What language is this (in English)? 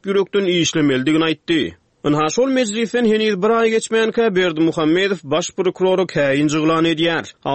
Turkmen